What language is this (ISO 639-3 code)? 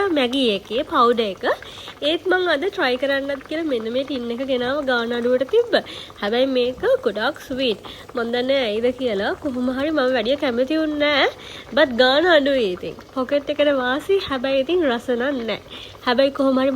sin